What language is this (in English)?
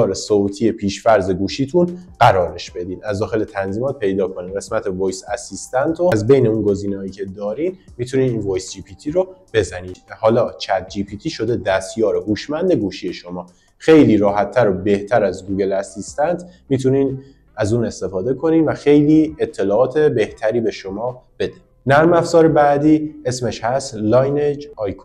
Persian